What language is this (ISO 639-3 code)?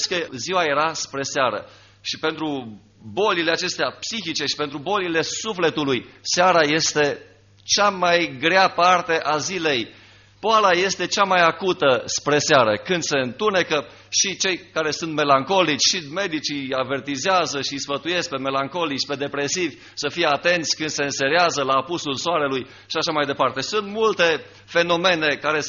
ron